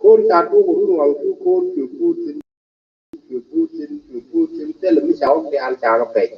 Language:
Nuer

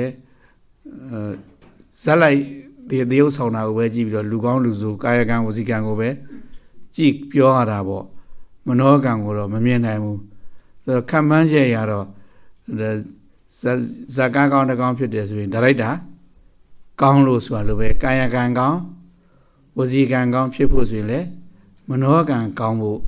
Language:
Burmese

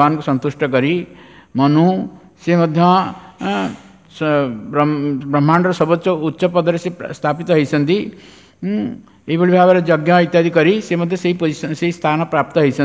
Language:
Odia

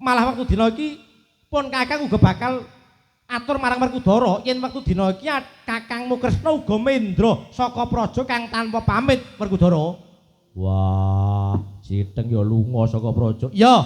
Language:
Javanese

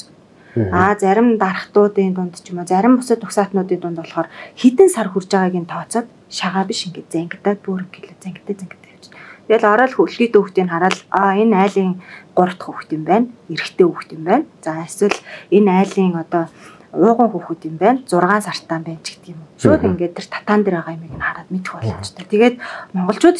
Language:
Mongolian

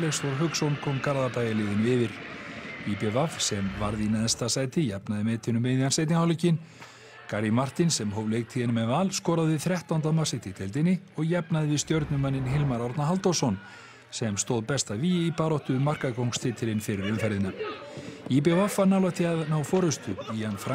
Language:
Icelandic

